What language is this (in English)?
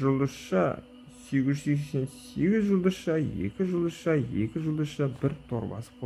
Kazakh